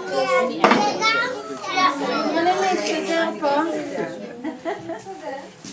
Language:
Hebrew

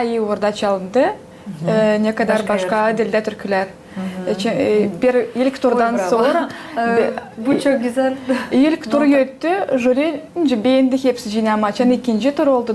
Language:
Gagauz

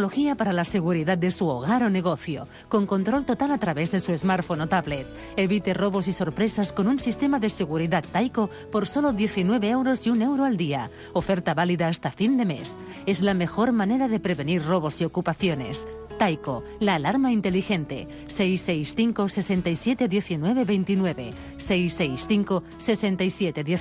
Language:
Catalan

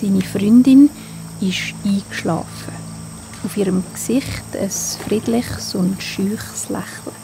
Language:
Swiss German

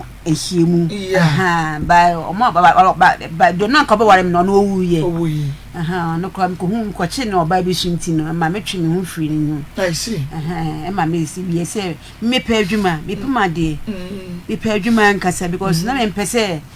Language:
Akan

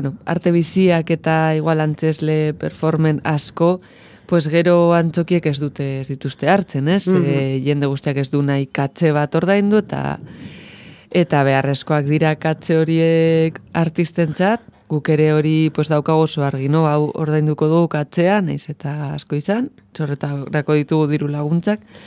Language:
Basque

